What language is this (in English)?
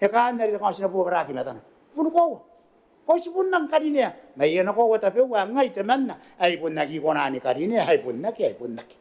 Gilbertese